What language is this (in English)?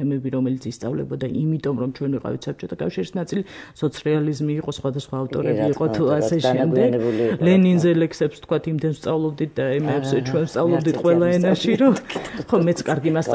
Georgian